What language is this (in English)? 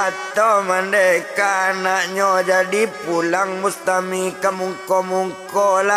Minangkabau